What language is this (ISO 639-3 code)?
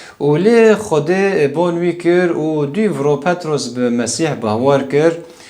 kur